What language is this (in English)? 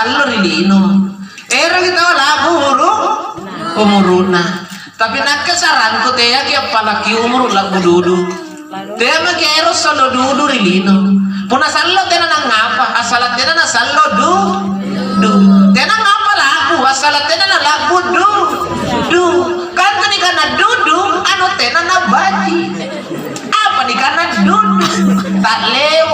Makasar